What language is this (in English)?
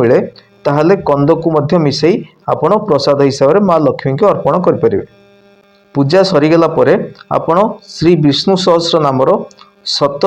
Odia